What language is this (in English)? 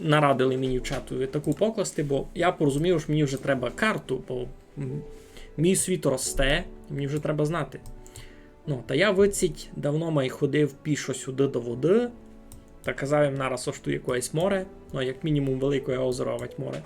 Rusyn